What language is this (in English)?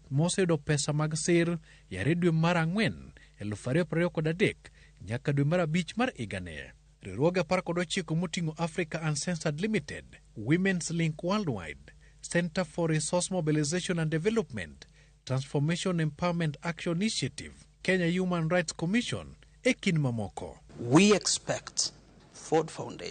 Luo (Kenya and Tanzania)